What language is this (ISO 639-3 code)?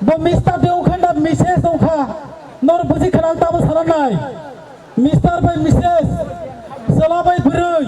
trp